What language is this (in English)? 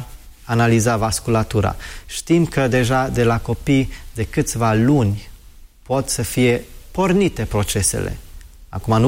Romanian